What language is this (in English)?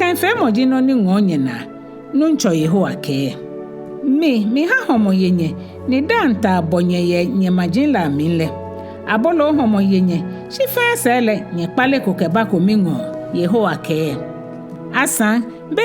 Ga